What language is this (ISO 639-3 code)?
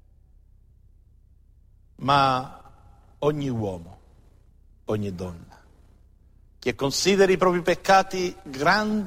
ita